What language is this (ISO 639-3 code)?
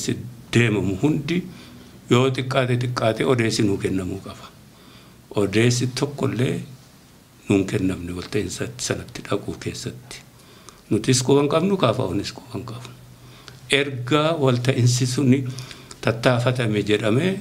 orm